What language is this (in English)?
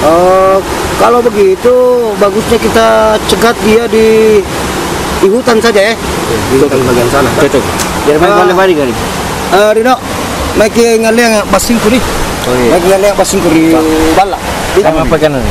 Makassar Malay